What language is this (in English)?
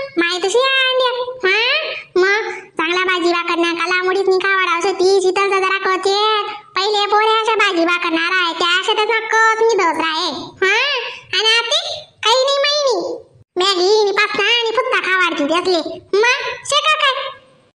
Khandesi